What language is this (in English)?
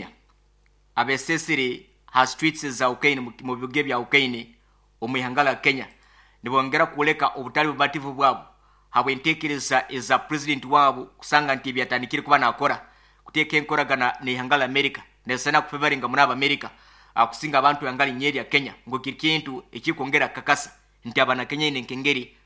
Nyoro